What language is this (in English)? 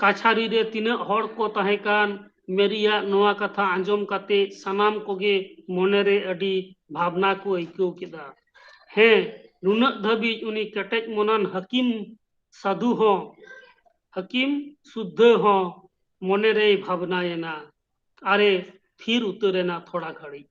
Santali